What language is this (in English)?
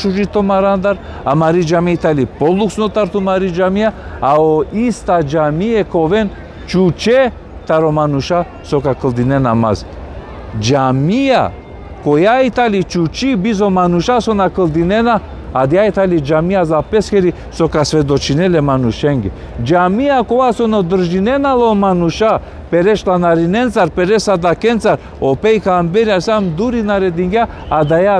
Balkan Romani